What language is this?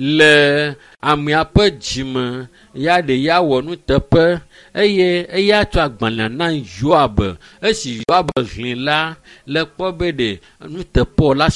Ewe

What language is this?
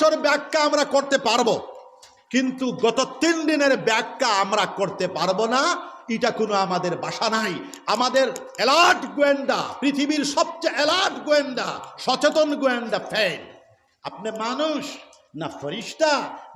Sylheti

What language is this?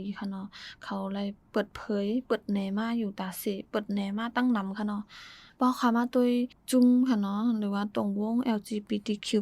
Shan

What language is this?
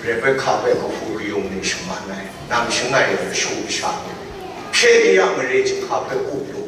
Kachin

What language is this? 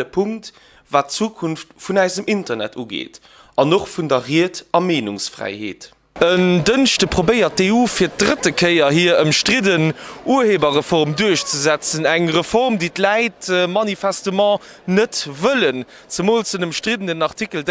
Luxembourgish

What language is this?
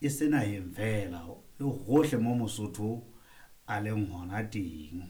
Southern Sotho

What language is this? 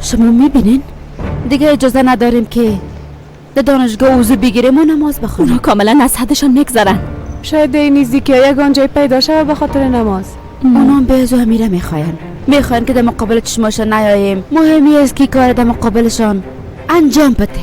Persian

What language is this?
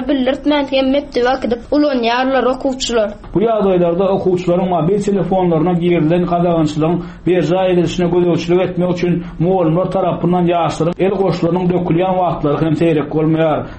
Turkmen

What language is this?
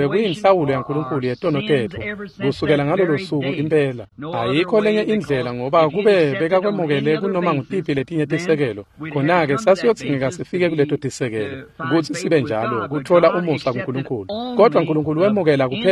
Swati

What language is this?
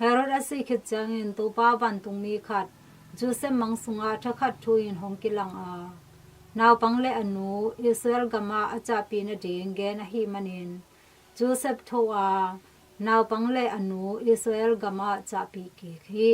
Tedim Chin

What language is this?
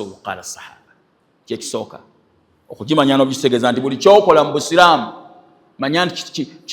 Ganda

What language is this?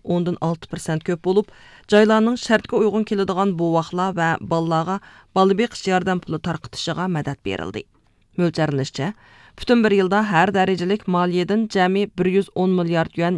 Uyghur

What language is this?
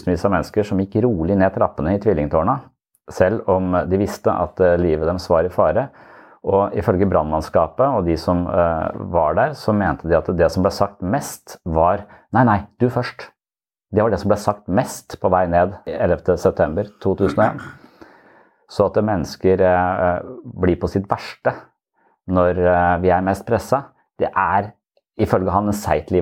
Norwegian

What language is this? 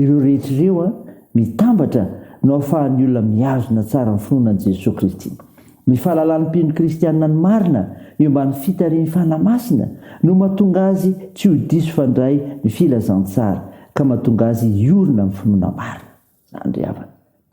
Malagasy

